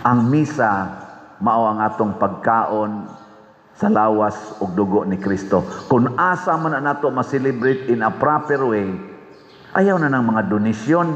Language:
Cebuano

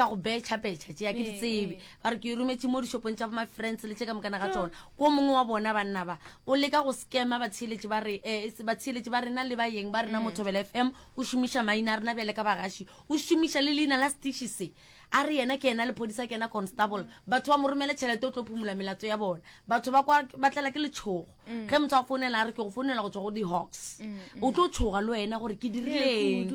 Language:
Northern Sotho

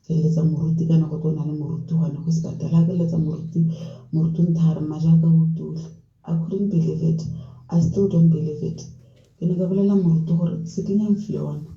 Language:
Tswana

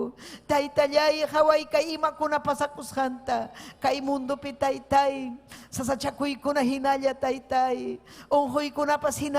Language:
Ayacucho Quechua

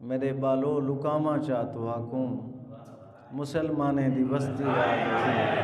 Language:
Saraiki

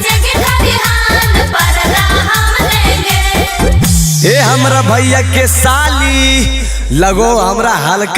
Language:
Magahi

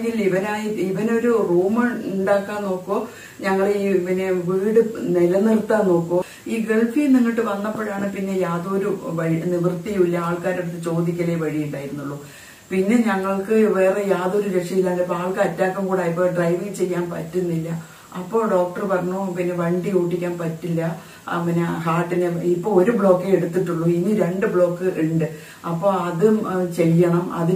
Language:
Malayalam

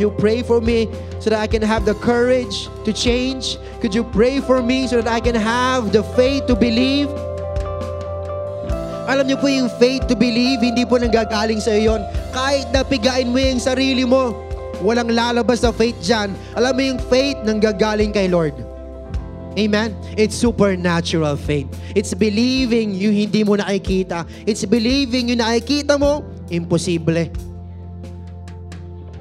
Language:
Filipino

